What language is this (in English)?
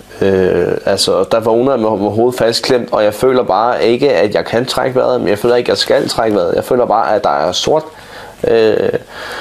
Danish